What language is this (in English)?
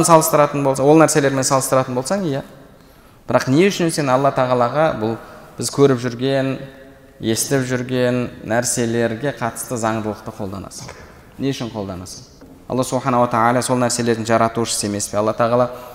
Kazakh